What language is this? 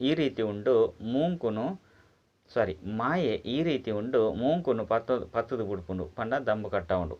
Tulu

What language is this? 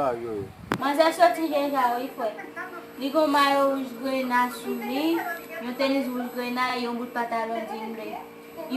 Haitian Creole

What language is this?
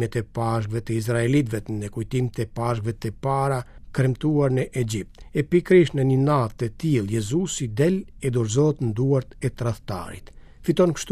Albanian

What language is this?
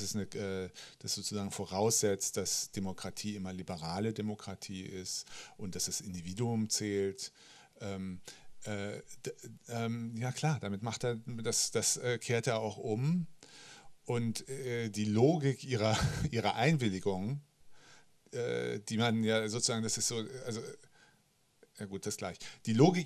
German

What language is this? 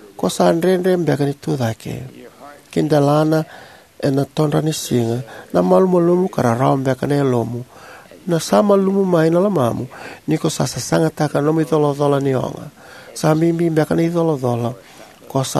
Fijian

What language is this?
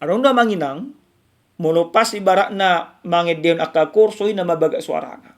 Batak Toba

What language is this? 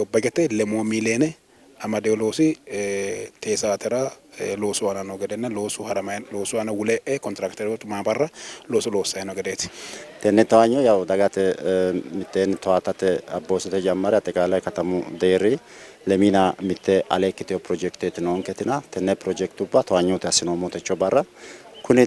Sidamo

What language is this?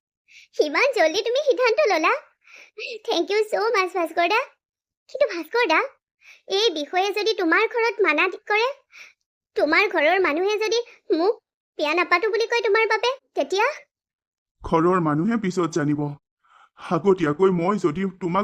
Assamese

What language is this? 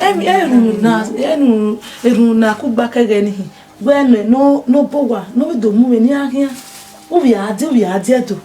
Bini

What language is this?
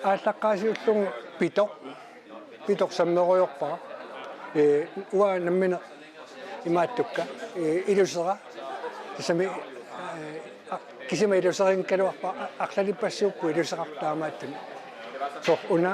Kalaallisut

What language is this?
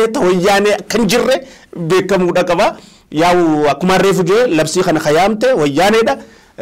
Oromo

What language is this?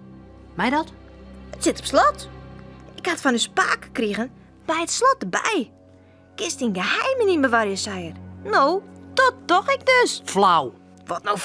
Western Frisian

